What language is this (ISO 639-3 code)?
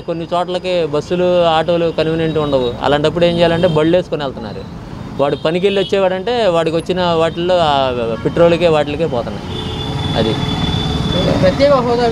tel